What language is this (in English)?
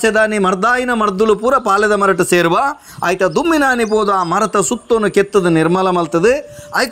Tulu